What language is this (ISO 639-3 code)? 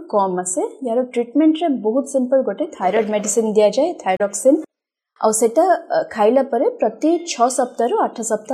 ori